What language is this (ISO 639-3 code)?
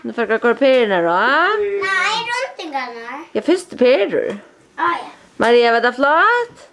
fao